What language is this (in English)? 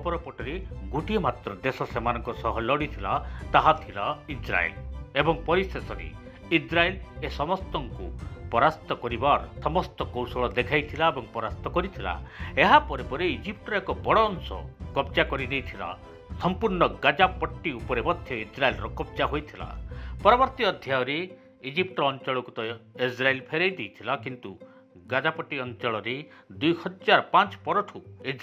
Odia